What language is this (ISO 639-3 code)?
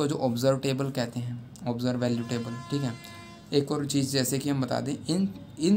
hin